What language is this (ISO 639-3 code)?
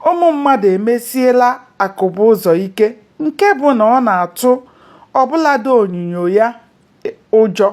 ibo